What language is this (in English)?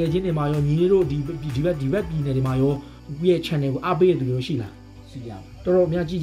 Burmese